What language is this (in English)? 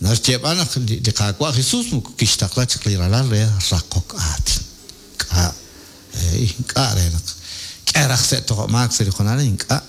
Kekchí